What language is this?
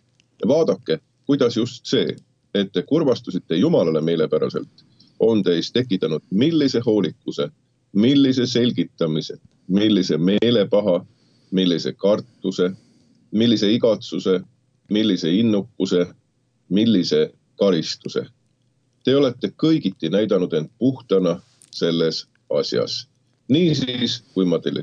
Estonian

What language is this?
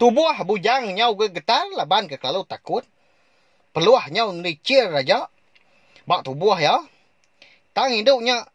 Iban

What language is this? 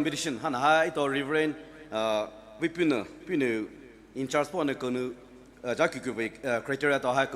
Poumei Naga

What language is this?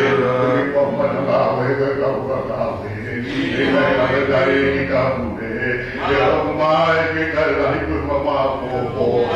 Tongan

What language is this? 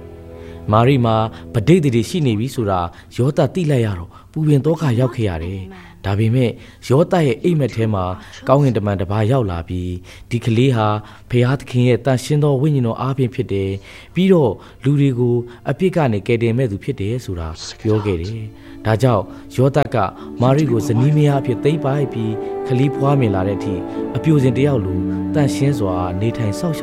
Burmese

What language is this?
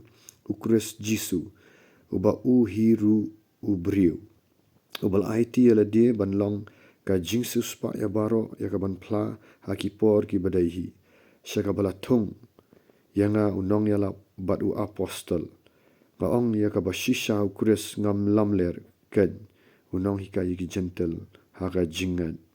Khasi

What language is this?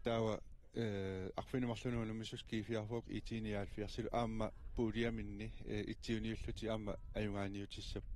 Kalaallisut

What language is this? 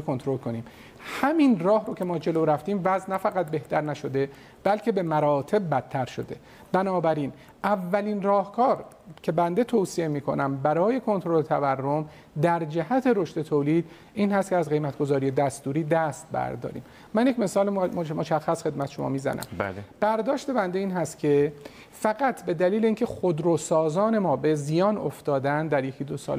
Persian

